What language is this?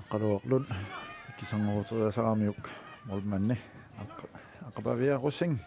Kalaallisut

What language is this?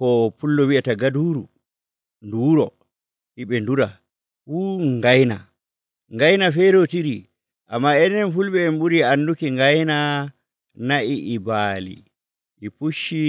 Nigerian Fulfulde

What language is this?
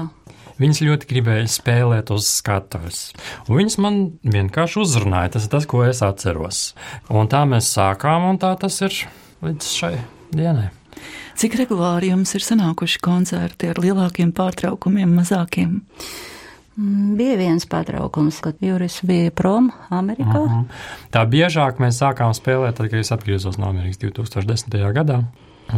Latvian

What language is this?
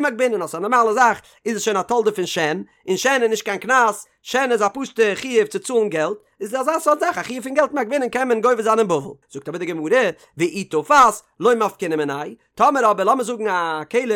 Yiddish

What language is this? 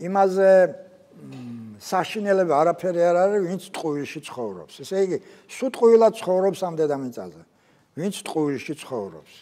Georgian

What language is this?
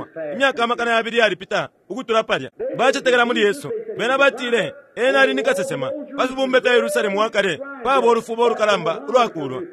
Bemba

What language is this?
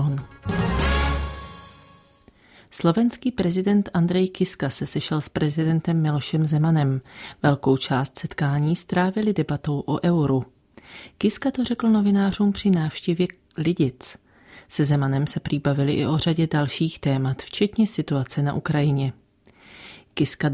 Czech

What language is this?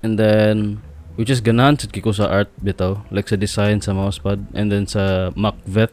Cebuano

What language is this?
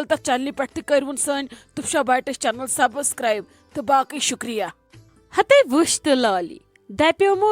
Kashmiri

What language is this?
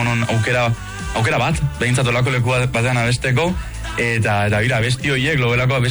Basque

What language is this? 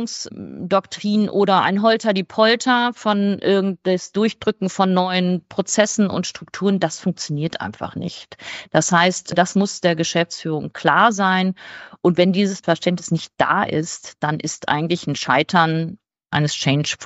German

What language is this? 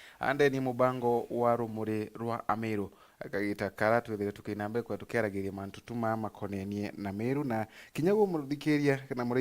Meru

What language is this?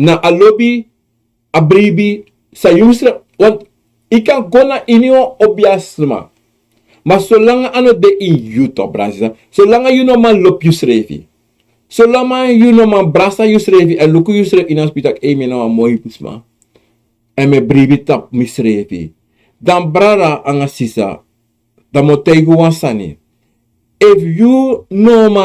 Sranan Tongo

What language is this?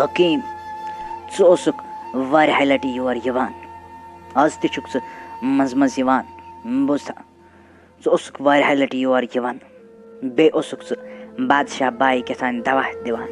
Kashmiri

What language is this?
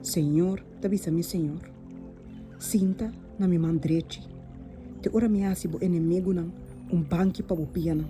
Papiamento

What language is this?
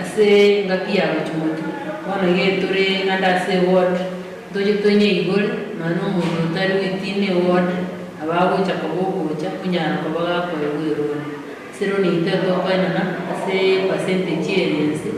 Gusii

